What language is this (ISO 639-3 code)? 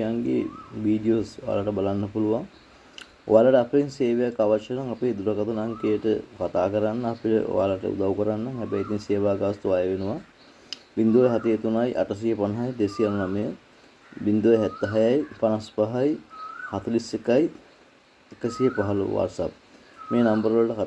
sin